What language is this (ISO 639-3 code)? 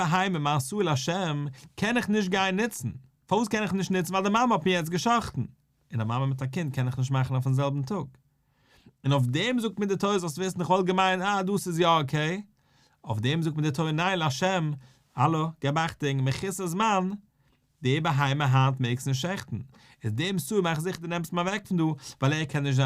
yid